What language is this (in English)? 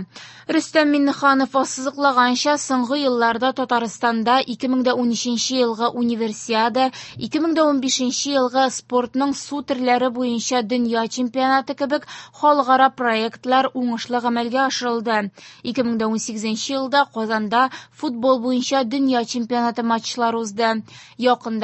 Tatar